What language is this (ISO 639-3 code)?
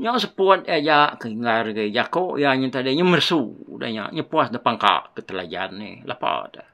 iba